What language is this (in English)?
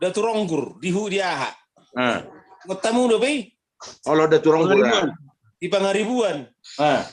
Batak Toba